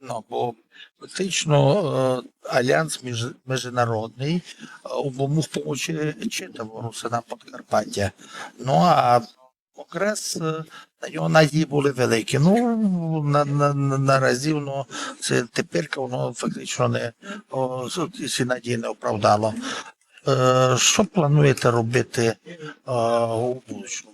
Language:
Rusyn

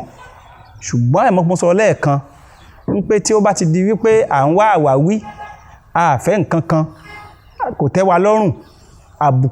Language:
Yoruba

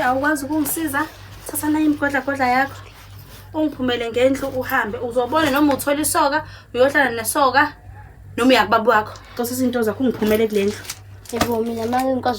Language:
Zulu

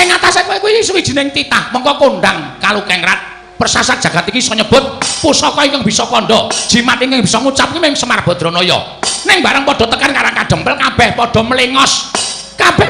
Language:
Javanese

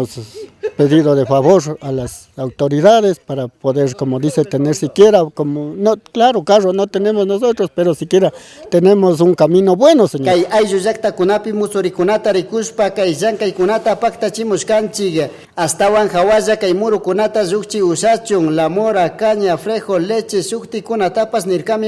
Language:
Chimborazo Highland Quichua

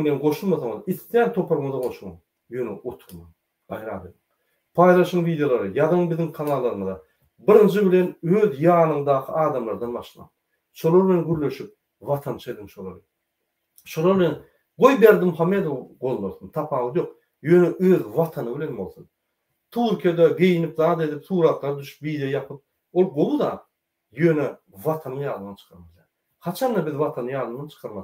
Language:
Turkmen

